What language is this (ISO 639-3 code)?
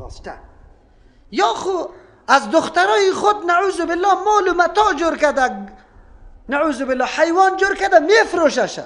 fas